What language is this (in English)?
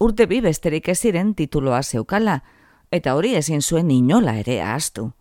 Basque